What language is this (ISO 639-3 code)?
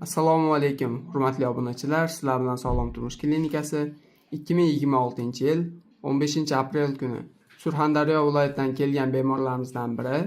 uzb